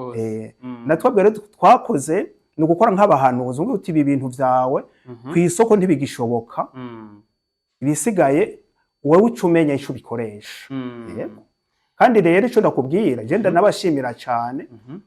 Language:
Rundi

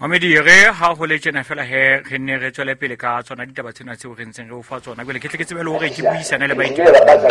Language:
Southern Sotho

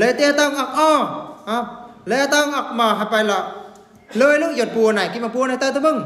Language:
Eastern Bru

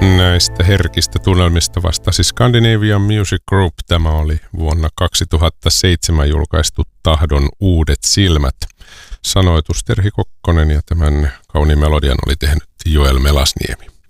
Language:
Finnish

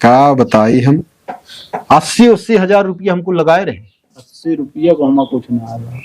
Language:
Awadhi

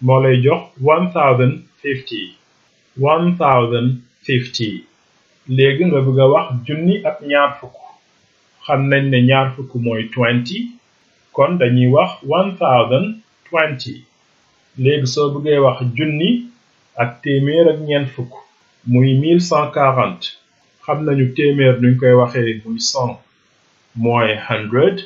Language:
Wolof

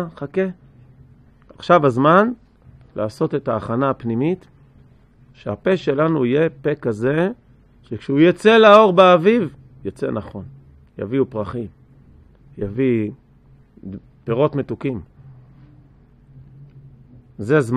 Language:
Hebrew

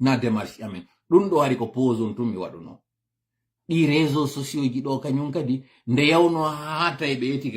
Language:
Fula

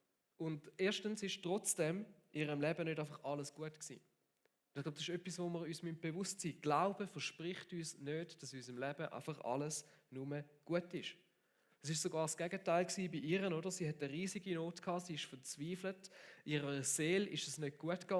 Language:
Swiss German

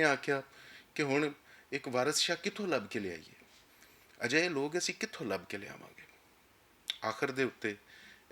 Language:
Western Panjabi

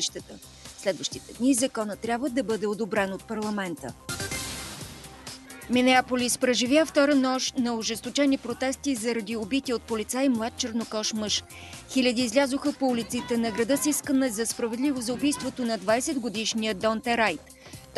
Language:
Bulgarian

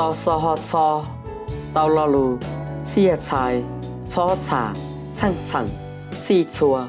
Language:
Hmong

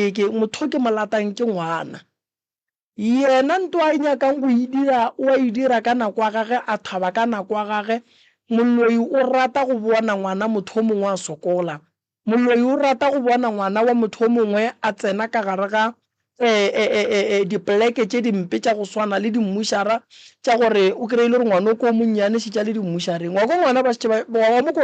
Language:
Northern Sotho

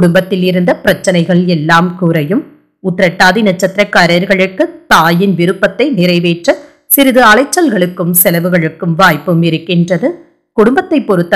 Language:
Tamil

